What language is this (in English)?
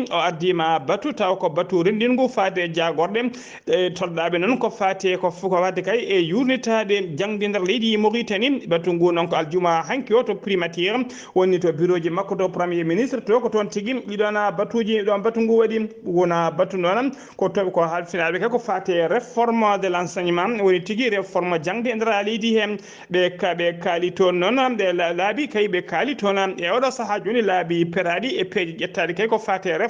Fula